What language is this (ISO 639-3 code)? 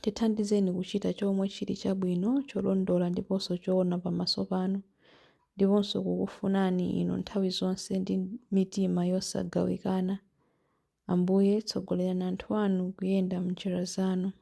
nya